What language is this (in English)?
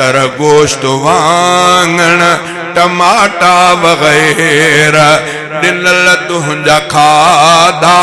Sindhi